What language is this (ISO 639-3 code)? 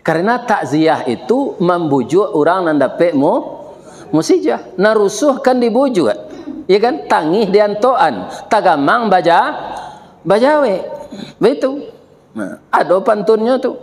min